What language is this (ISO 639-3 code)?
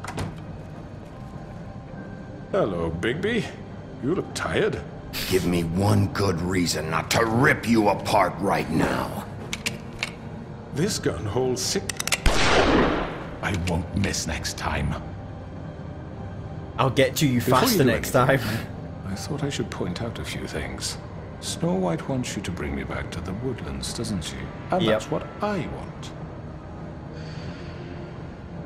eng